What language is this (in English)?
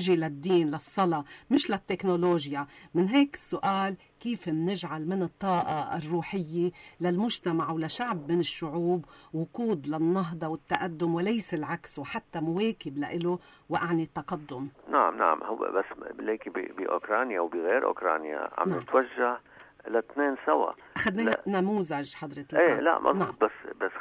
North Levantine Arabic